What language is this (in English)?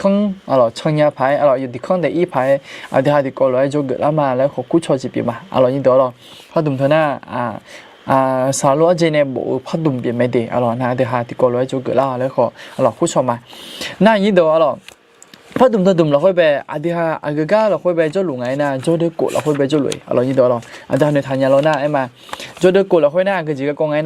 Akha